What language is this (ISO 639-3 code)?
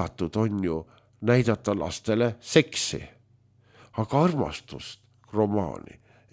est